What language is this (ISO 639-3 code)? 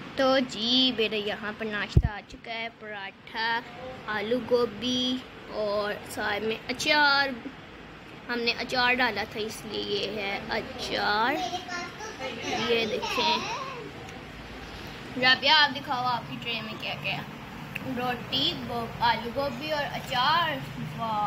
hin